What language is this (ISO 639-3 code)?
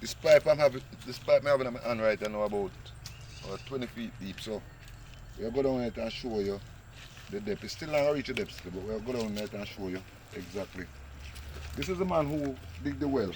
jam